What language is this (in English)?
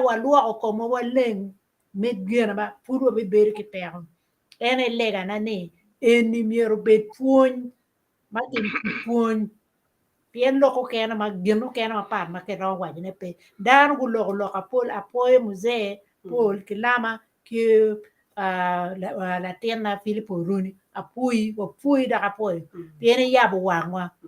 Acoli